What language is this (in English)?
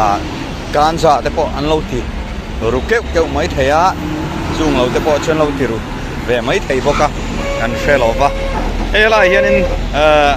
Mizo